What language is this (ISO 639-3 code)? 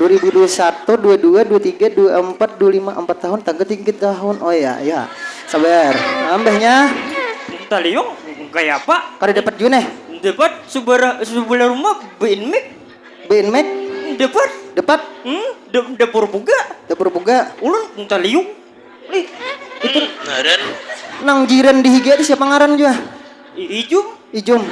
bjn